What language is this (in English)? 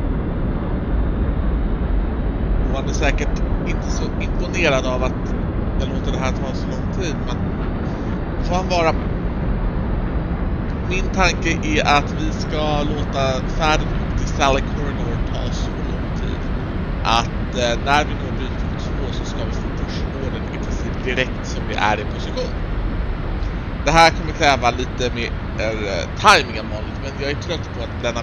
Swedish